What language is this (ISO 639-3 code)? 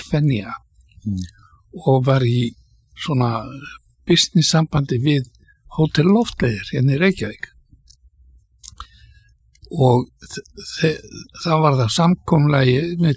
isl